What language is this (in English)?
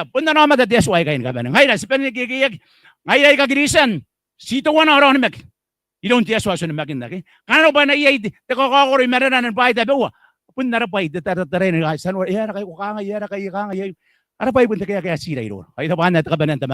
Gilbertese